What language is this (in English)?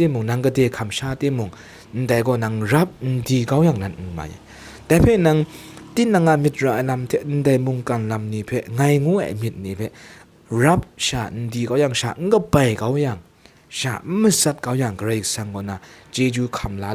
Kachin